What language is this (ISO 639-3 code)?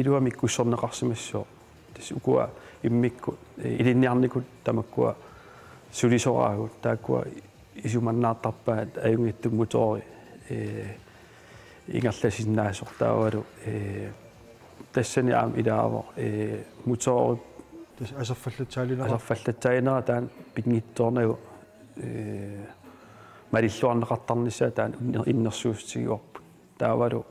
kal